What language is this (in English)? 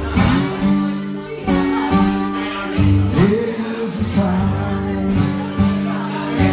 English